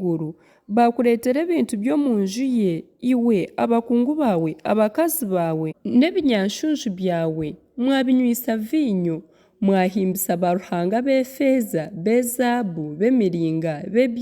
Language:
Nyankole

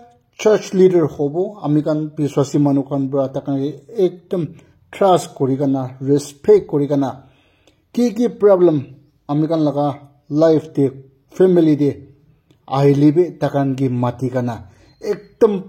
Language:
Naga Pidgin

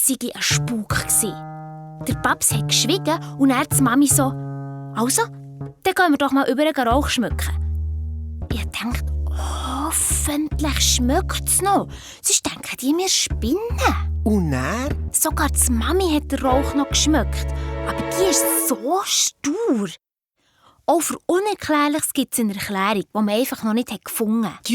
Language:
Swiss German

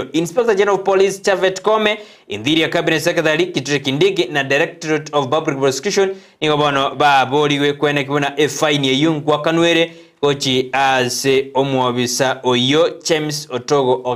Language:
Gusii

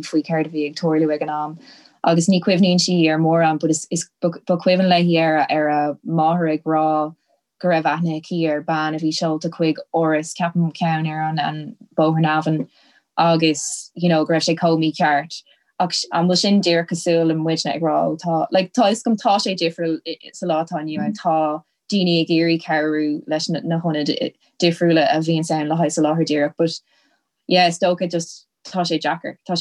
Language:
Irish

